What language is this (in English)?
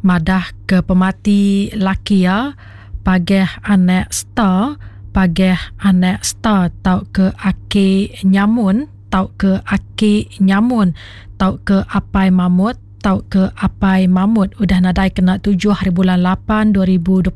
Iban